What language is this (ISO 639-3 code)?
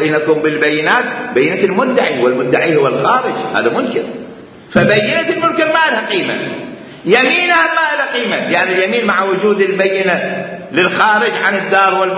acm